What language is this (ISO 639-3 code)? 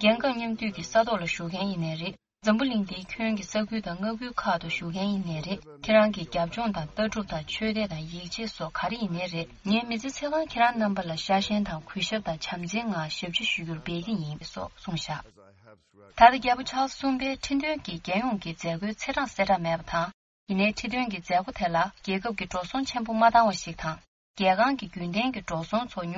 bod